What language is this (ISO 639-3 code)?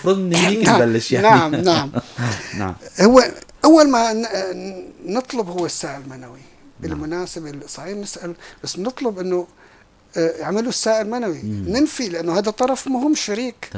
apc